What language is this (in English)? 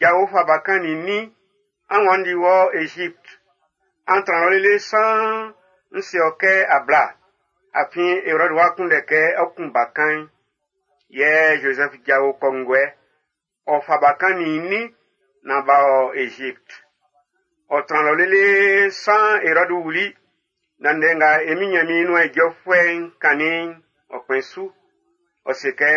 Baoulé